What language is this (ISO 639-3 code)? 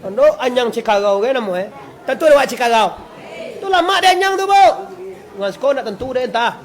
min